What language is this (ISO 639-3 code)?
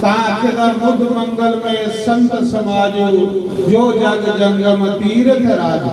doi